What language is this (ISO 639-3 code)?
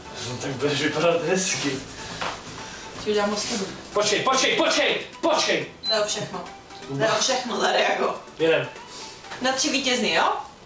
ces